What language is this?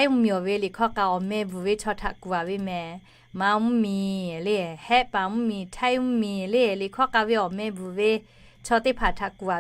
Lahu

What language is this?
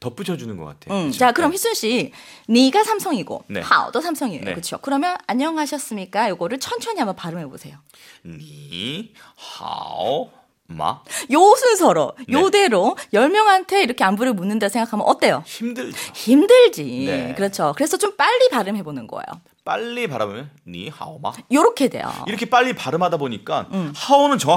Korean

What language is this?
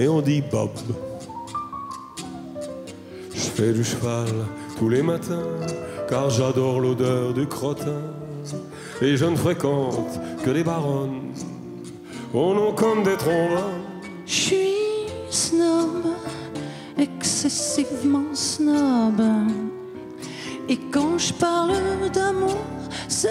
French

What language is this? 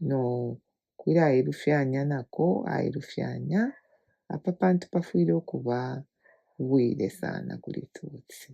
Bemba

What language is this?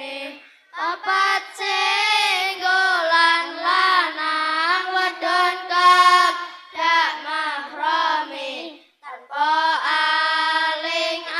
Javanese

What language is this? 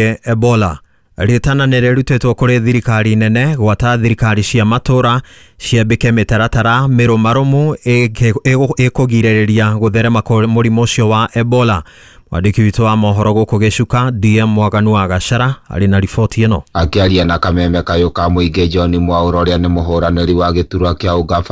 Kikuyu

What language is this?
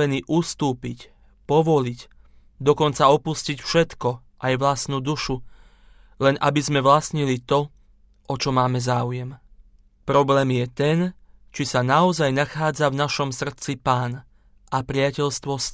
Slovak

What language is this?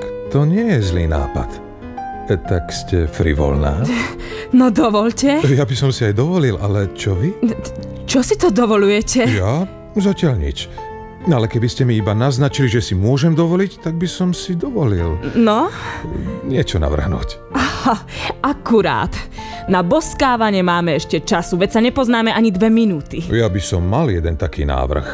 Slovak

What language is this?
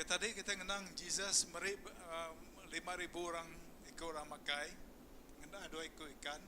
Iban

